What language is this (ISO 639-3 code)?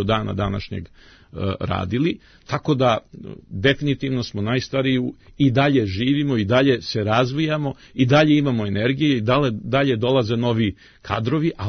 srp